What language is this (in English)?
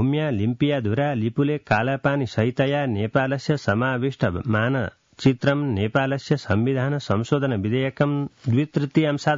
Sanskrit